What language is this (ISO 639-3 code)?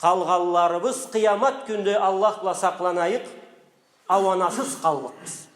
krc